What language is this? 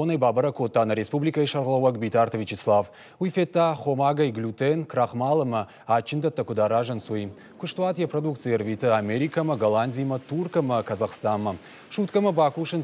Ossetic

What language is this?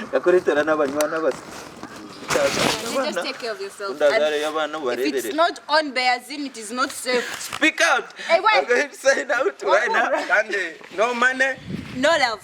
Nyankole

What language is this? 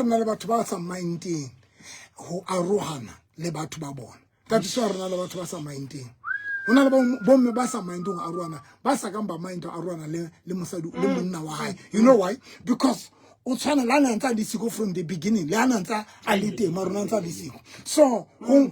Southern Sotho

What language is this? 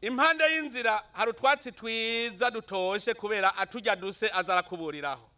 Rundi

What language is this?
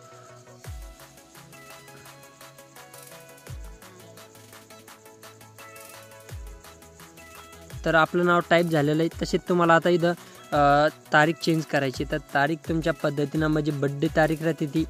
Marathi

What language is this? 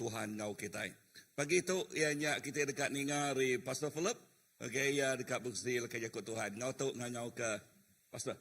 Iban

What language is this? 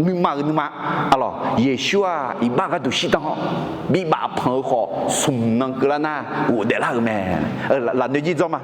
Akha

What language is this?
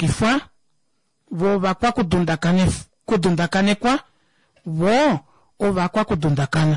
Kuanyama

